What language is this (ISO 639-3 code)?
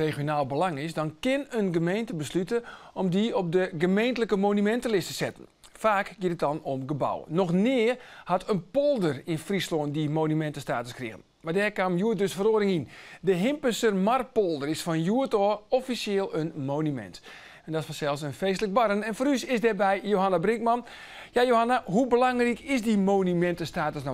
fry